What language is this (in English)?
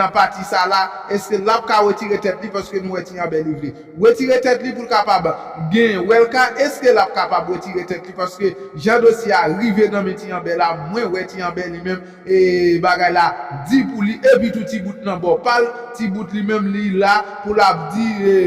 Haitian Creole